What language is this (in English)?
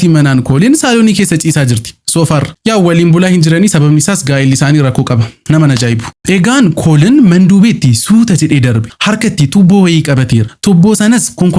Oromo